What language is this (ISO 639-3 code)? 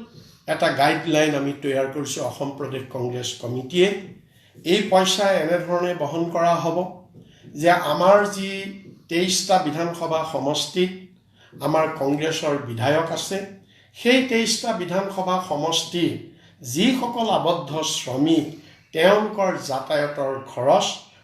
asm